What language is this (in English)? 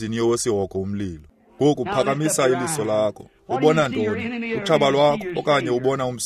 Xhosa